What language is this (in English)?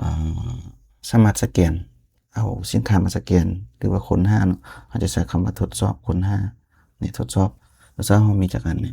Lao